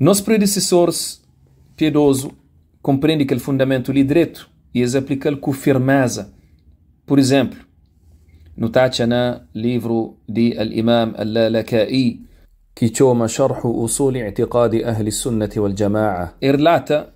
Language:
Kabuverdianu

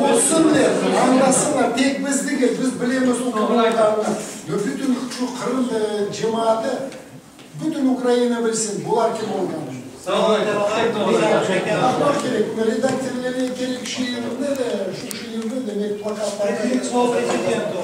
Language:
Crimean Tatar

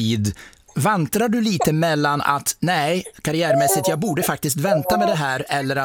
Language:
Swedish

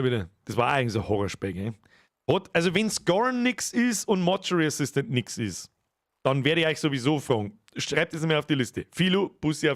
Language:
Bavarian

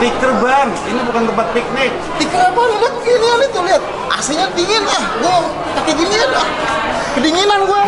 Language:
Betawi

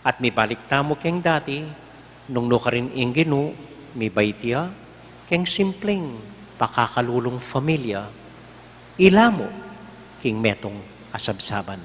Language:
Pampanga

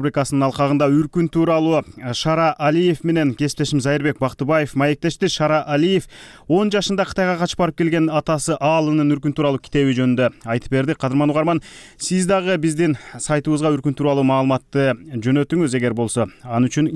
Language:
Kyrgyz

